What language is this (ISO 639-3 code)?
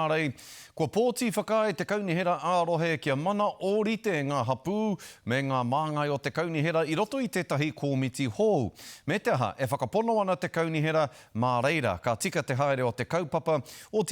mri